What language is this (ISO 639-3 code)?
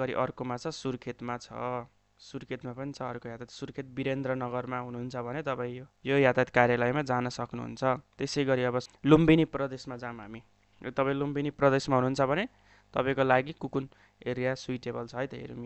nep